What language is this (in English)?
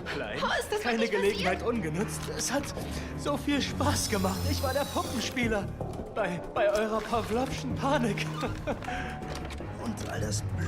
Bavarian